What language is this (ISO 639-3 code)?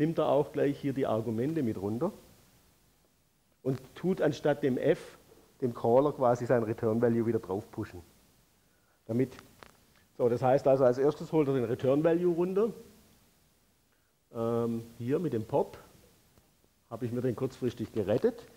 deu